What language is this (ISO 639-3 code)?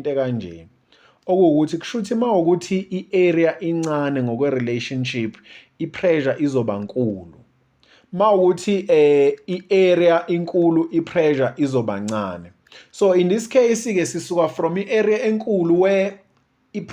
zul